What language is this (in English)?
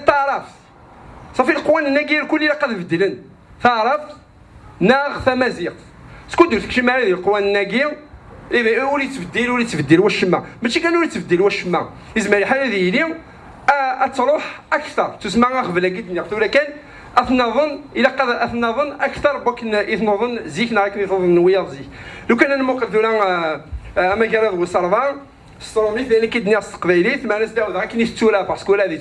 Kabyle